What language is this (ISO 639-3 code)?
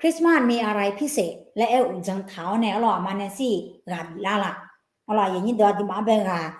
ahk